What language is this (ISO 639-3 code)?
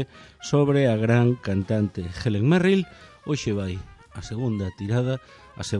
glg